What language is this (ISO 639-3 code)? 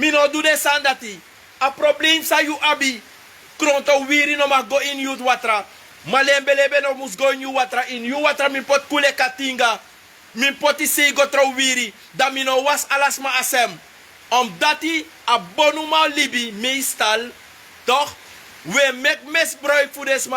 srn